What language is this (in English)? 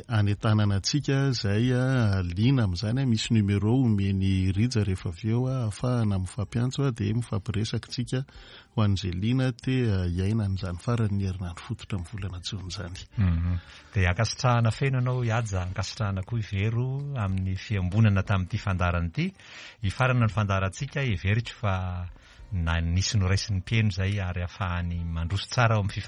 Malagasy